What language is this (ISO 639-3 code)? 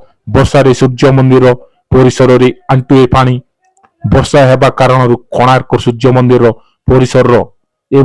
ori